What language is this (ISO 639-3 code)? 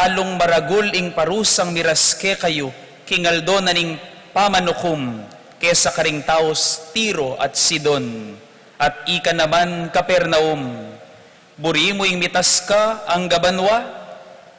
pam